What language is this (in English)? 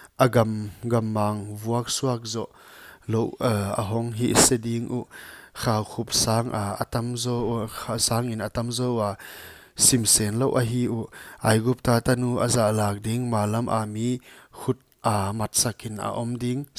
Paite Chin